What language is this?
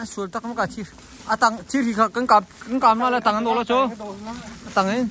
Hakha Chin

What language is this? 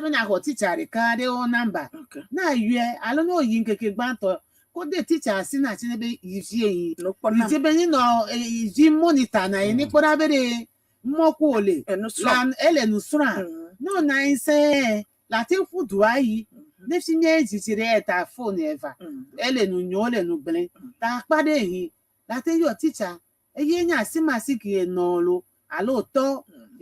Ewe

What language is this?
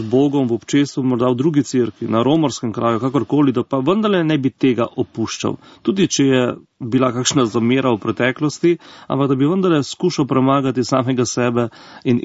Slovenian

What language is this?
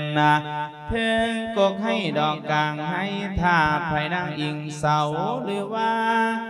Lao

